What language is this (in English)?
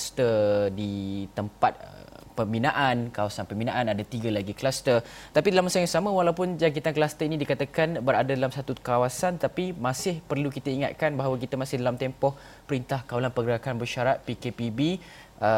Malay